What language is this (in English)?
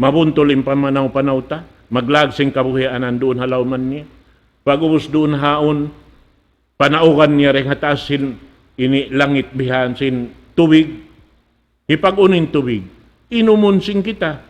Tausug